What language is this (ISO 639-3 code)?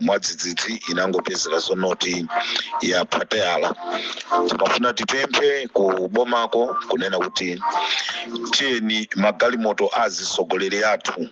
nya